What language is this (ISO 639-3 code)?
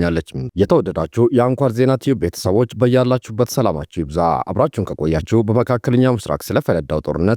amh